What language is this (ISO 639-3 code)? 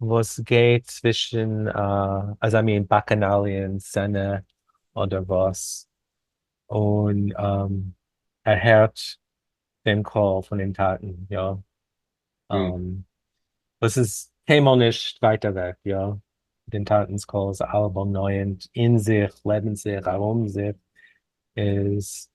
yid